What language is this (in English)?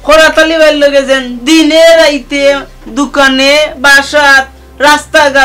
Sylheti